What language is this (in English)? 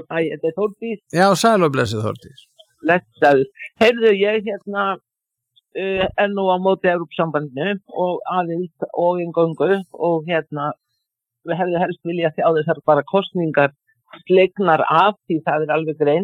Icelandic